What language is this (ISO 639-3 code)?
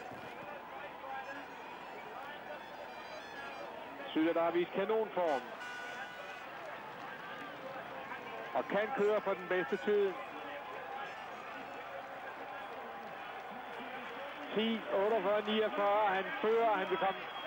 dan